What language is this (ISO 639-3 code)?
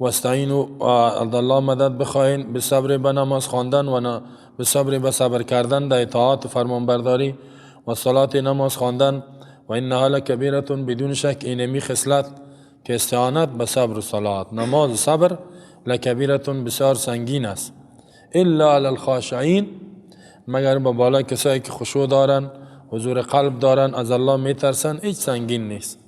fas